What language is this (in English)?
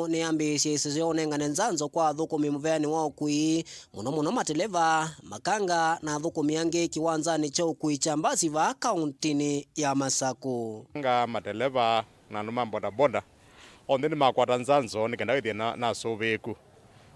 Kamba